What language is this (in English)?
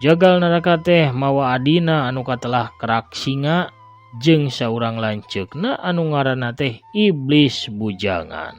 Sundanese